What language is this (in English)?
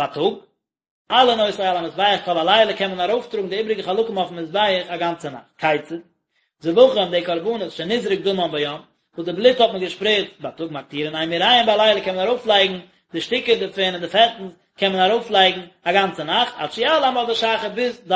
Yiddish